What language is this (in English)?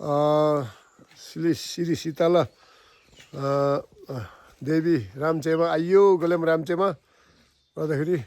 Nepali